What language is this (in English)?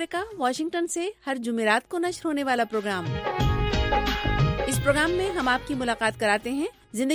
Urdu